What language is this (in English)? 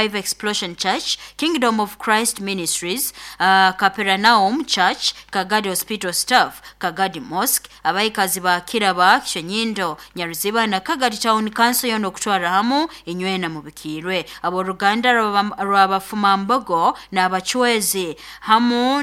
Nyoro